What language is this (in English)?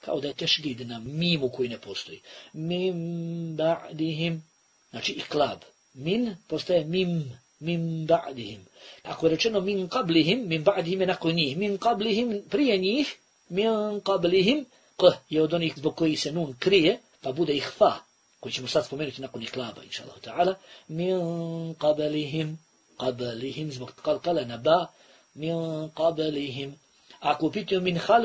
Bosnian